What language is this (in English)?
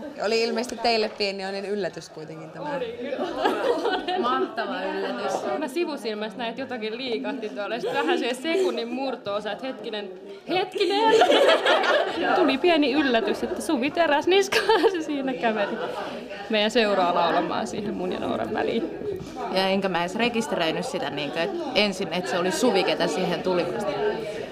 Finnish